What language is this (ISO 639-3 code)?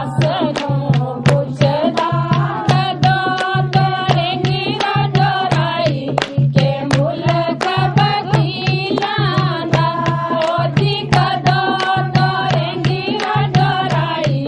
doi